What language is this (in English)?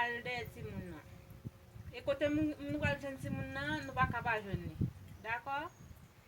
Haitian Creole